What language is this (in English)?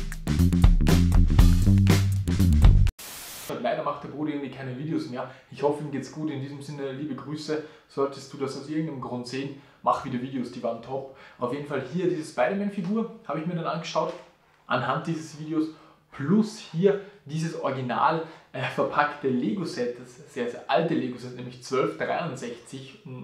German